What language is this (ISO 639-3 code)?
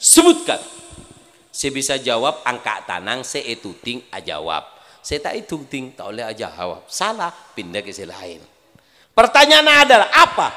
mad